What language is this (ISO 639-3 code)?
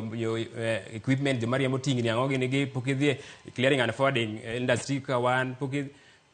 luo